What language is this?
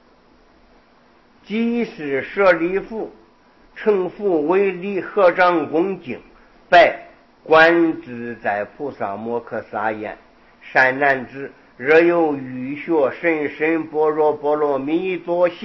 Chinese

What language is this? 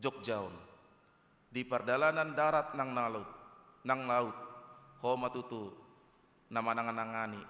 Batak Toba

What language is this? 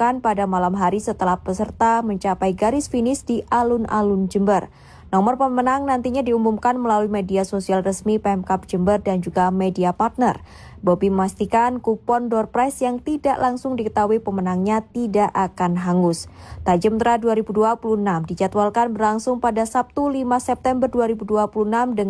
Indonesian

